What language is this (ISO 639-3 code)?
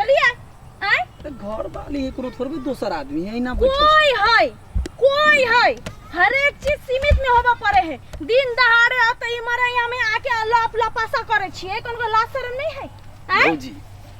mai